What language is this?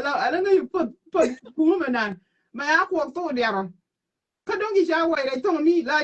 Nuer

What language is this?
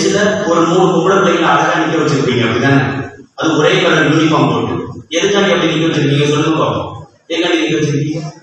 Tamil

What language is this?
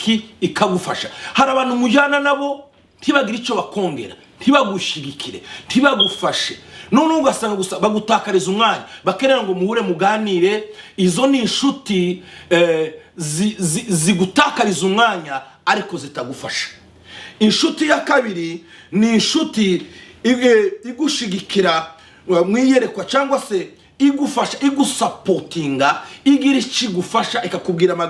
Kinyarwanda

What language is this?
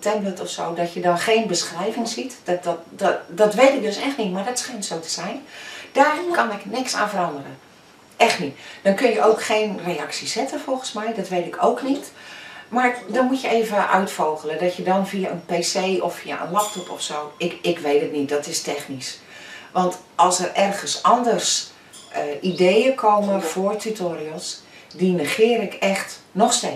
Dutch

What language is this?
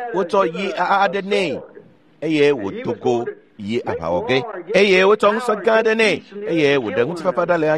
Ewe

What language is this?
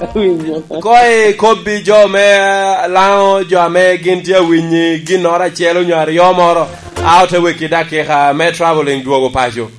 Lango (Uganda)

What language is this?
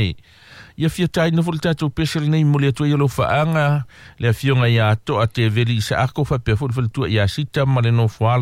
Samoan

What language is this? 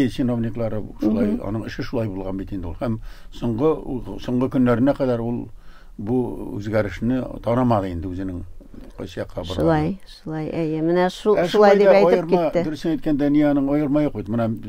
Tatar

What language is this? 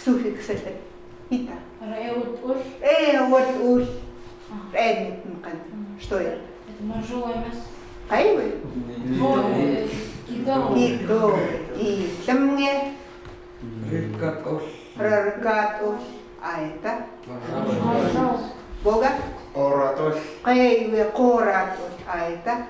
Chukot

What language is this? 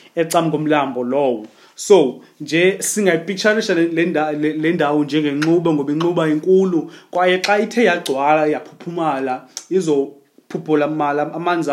Xhosa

